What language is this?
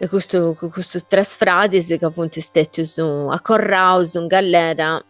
Sardinian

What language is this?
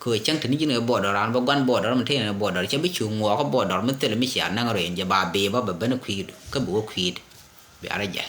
Nuer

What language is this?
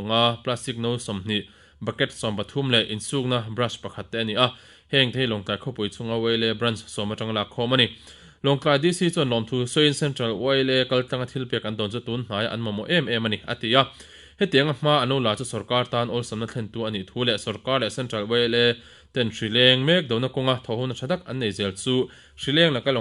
Mizo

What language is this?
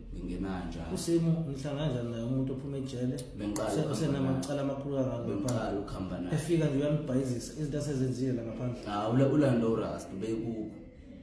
Zulu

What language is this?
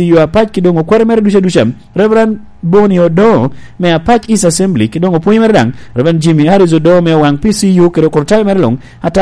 Lango (Uganda)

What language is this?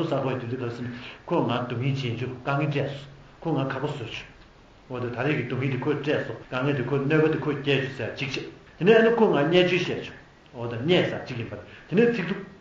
Tibetan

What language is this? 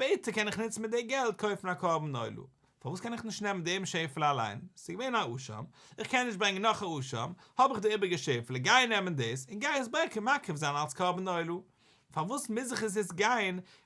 Yiddish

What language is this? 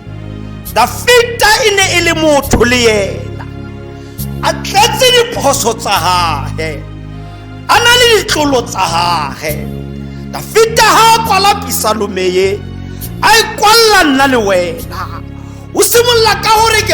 Tswana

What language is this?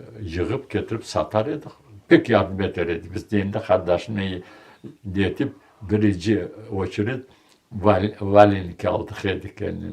Crimean Tatar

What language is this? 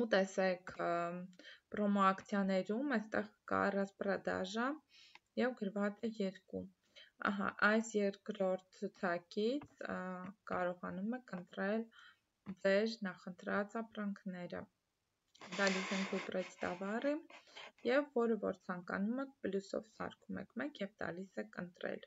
Armenian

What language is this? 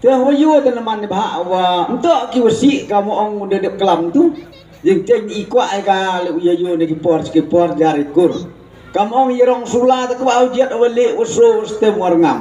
Khasi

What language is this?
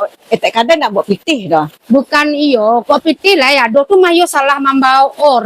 Minangkabau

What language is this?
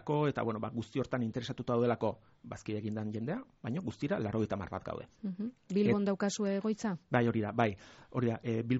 Basque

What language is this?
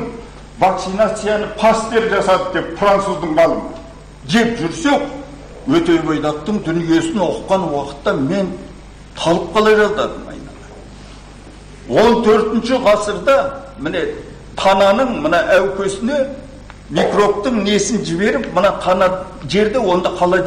Kazakh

